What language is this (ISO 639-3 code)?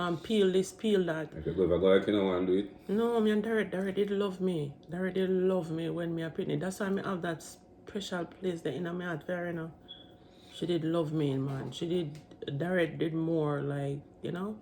jam